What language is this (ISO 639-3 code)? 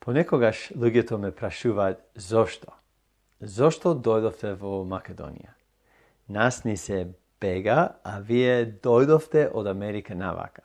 mkd